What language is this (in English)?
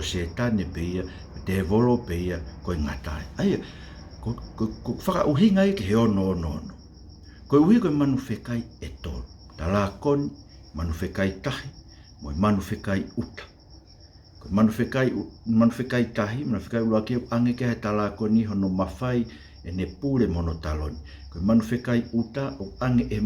Tongan